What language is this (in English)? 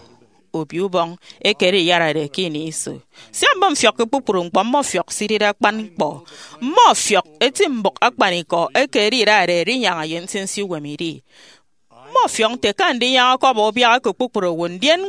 Efik